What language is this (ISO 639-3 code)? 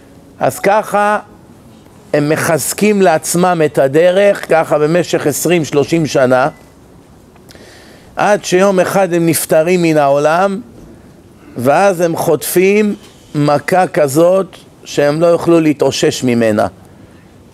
heb